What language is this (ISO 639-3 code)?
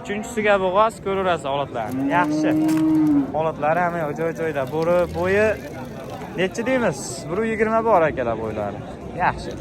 uzb